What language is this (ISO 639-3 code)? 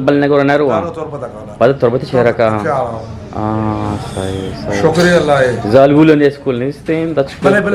bgp